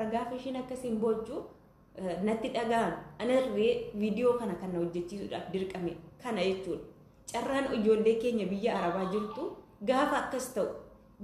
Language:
Oromo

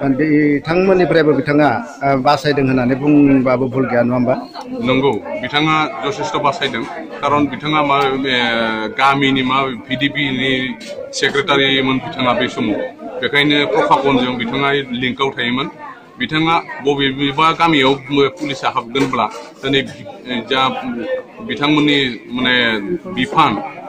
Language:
Bodo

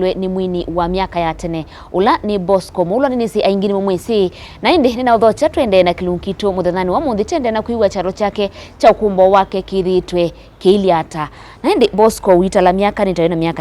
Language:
Kamba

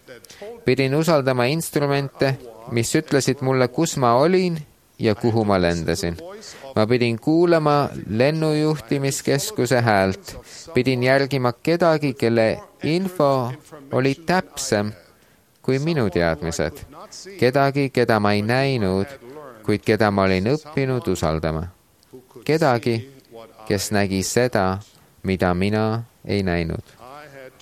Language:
Estonian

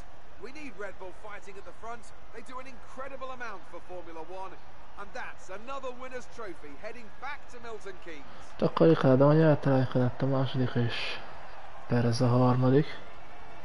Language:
Hungarian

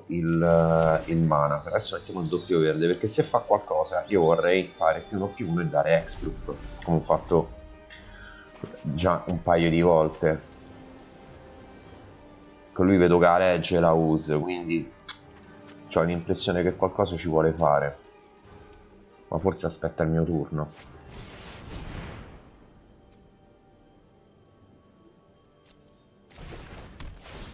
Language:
Italian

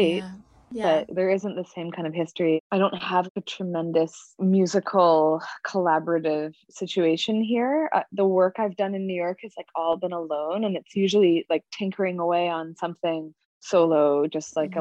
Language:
English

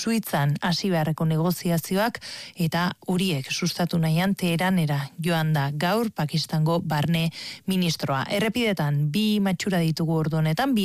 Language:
Basque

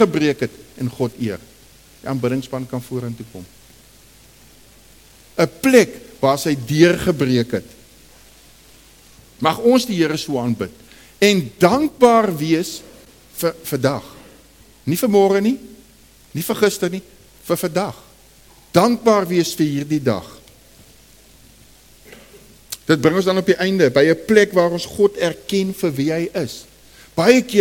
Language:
Afrikaans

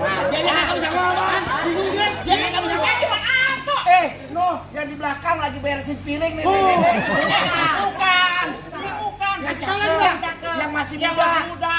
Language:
Betawi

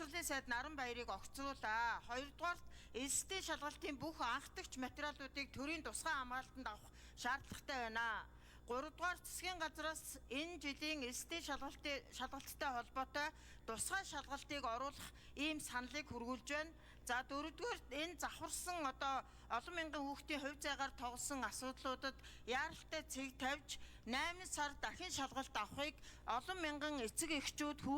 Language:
Mongolian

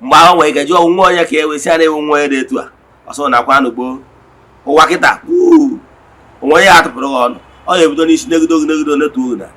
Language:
Igbo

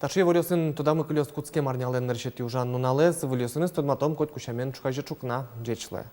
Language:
Udmurt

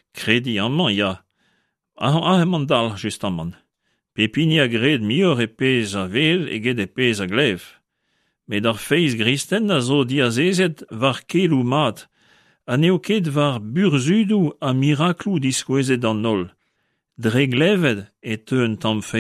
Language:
Breton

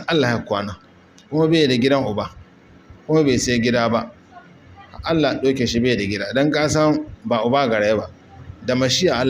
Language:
Hausa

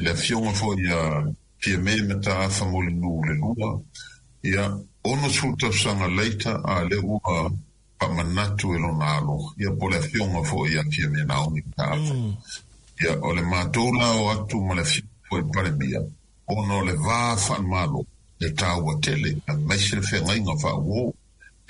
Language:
Samoan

